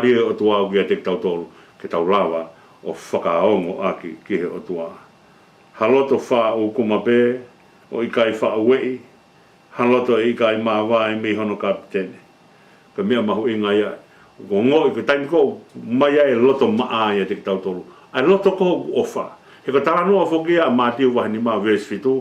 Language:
Tongan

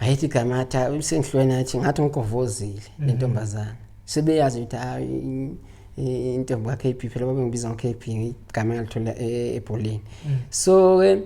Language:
Zulu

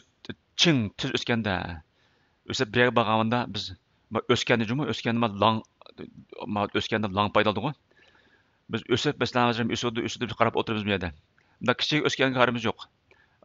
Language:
Uyghur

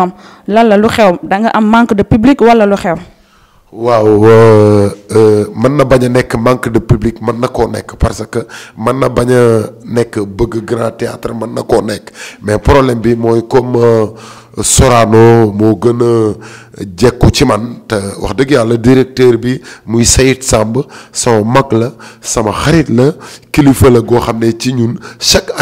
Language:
Wolof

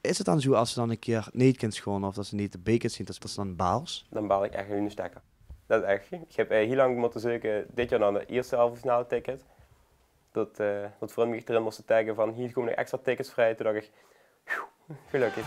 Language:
Limburgish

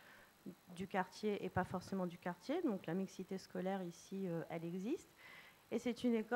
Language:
French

